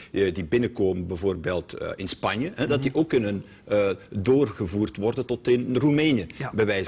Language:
Dutch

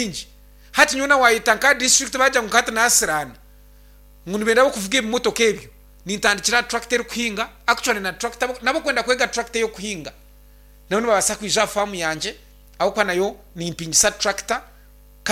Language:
Nyankole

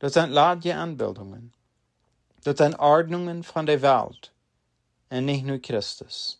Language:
Plautdietsch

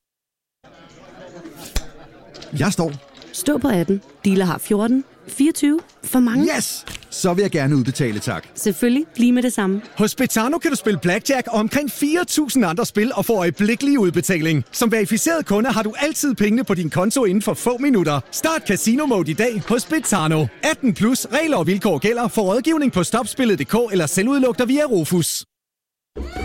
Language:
Danish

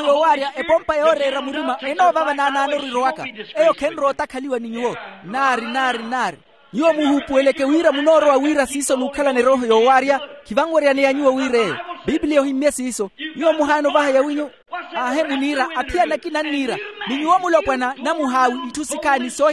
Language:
Makhuwa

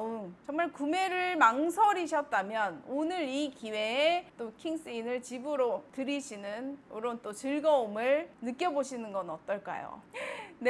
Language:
Korean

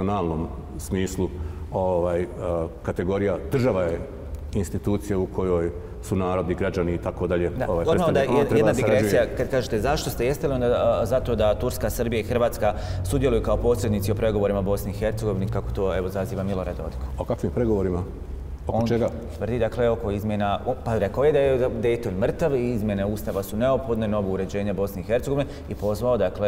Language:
Bosnian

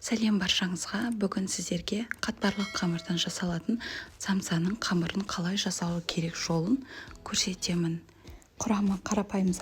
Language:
Kazakh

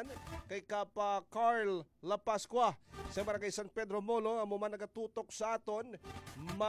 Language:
Hiligaynon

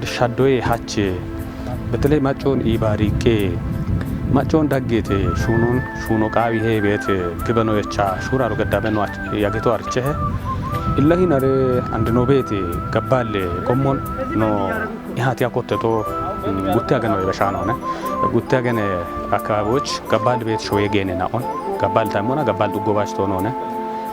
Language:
Kafa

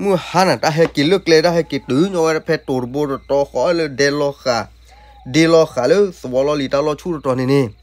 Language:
S'gaw Karen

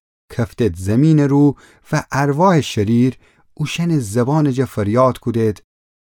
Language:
Gilaki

